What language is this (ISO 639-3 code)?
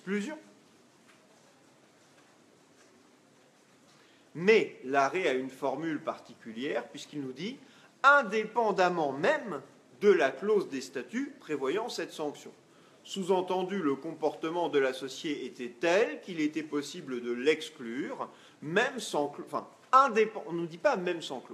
fra